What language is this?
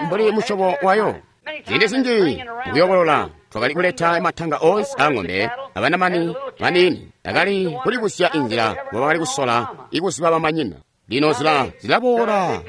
Tonga (Zambia)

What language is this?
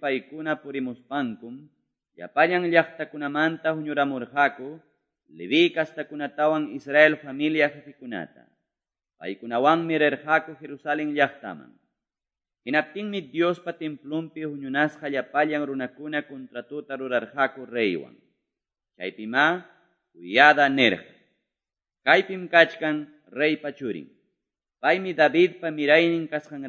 Quechua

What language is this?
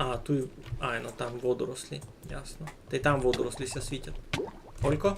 Rusyn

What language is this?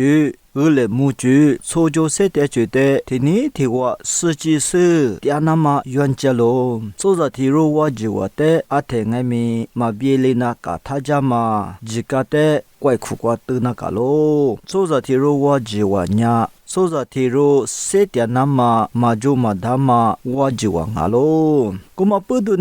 Lisu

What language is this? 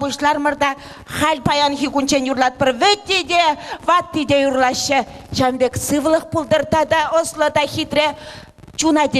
Chuvash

